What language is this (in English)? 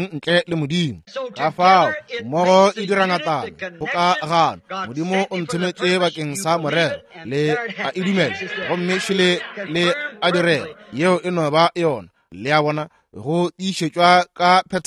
Northern Sotho